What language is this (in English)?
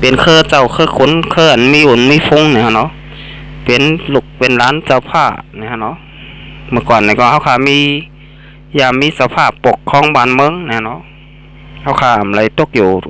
Shan